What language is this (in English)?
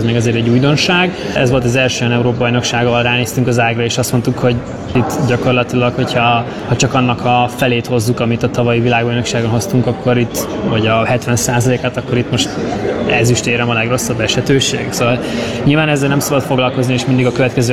Hungarian